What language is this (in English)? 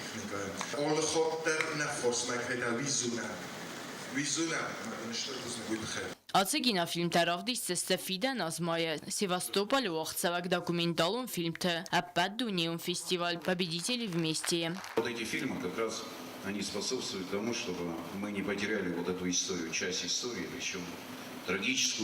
Ossetic